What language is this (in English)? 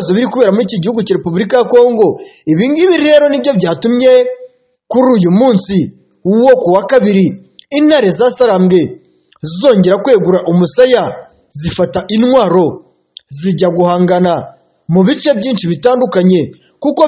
Kinyarwanda